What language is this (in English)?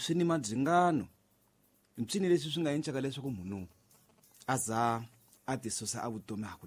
Tsonga